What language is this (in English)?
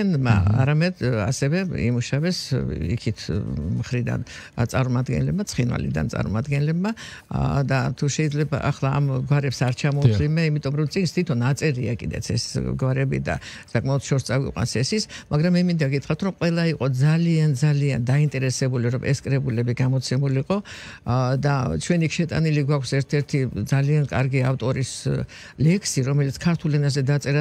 Georgian